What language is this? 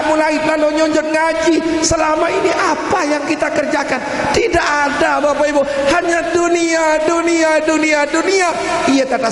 Sasak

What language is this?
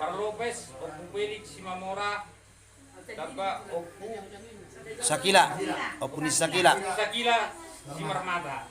Batak Toba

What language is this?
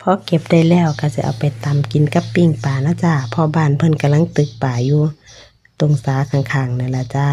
Northeastern Thai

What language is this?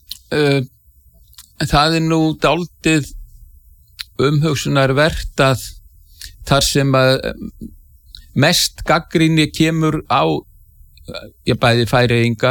Icelandic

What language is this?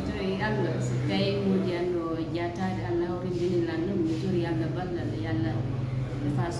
Fula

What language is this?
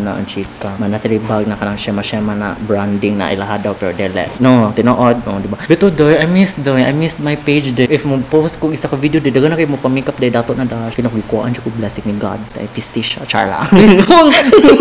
Cebuano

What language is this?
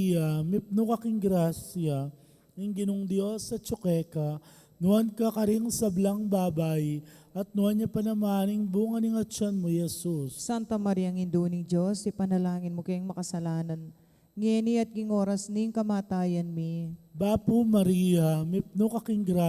Pampanga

